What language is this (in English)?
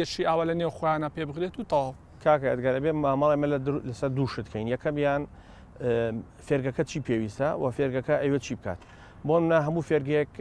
Central Kurdish